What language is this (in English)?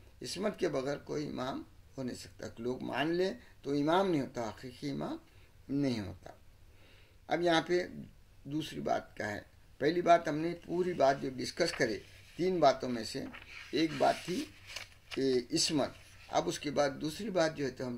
Urdu